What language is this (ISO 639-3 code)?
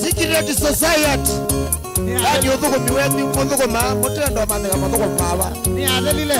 kam